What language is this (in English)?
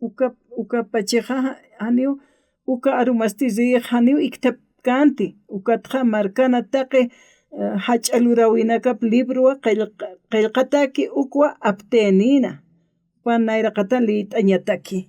Aymara